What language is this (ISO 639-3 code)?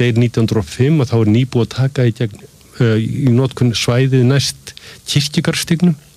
isl